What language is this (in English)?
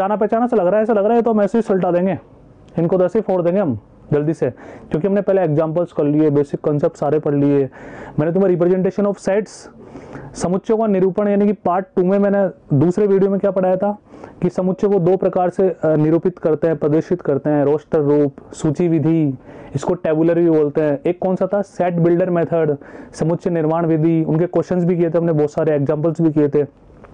Hindi